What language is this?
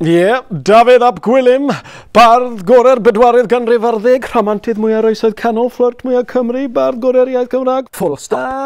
Welsh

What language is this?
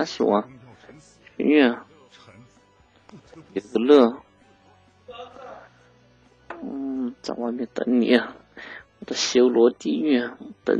Chinese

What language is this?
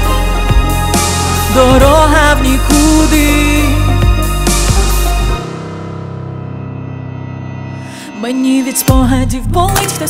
Ukrainian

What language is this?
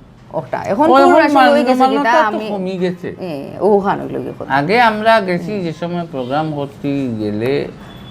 Sylheti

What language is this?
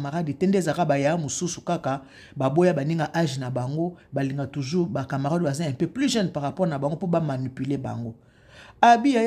Lingala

